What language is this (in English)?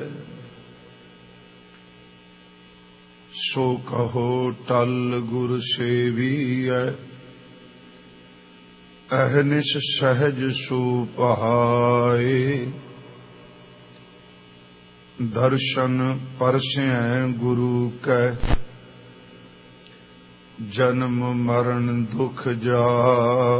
Punjabi